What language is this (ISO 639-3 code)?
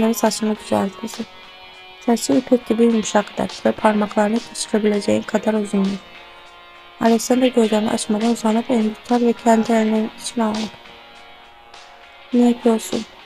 tur